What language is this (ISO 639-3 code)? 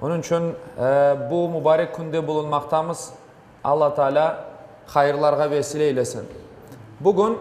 crh